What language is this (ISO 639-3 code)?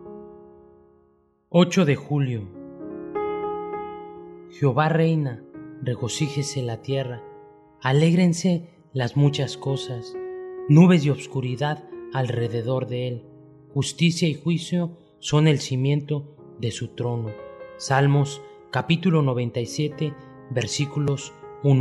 spa